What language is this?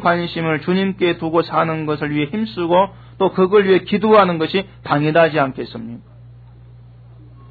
Korean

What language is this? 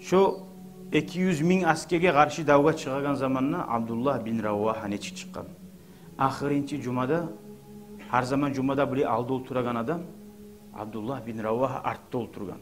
Kumyk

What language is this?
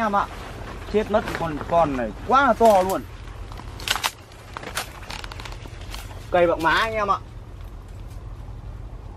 Vietnamese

